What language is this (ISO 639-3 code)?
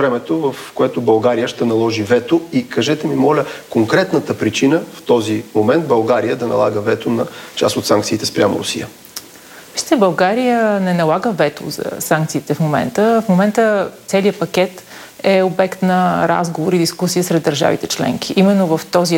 bul